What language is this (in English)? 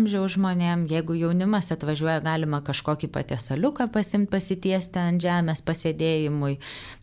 Lithuanian